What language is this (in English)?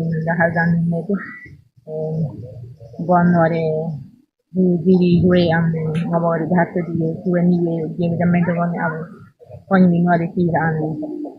Ngäbere